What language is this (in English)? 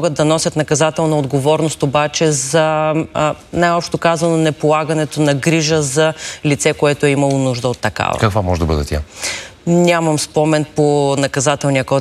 Bulgarian